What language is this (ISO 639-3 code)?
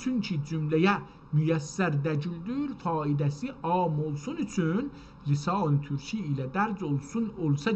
azb